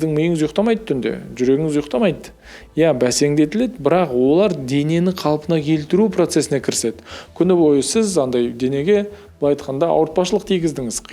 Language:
Kazakh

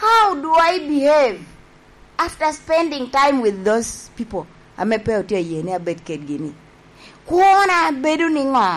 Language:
Lango (Uganda)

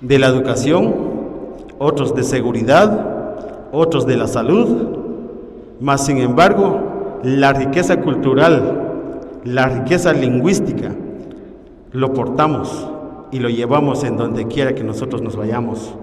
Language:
Poqomchi'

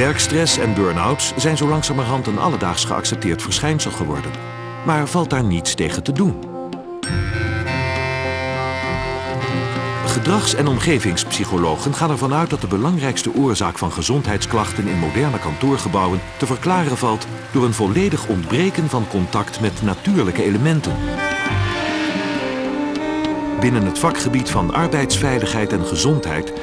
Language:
Dutch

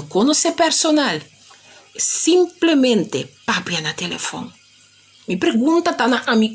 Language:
Papiamento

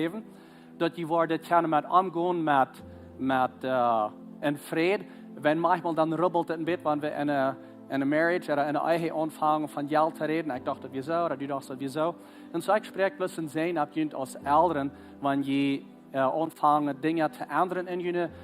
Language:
Plautdietsch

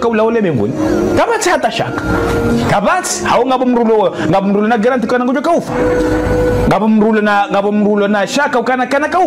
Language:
Ngazidja Comorian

